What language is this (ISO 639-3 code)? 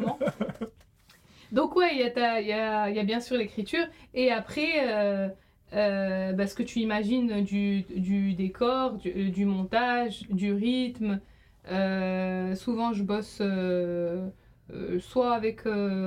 fra